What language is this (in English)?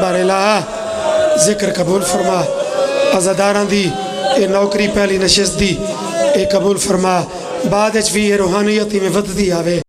Pahari-Potwari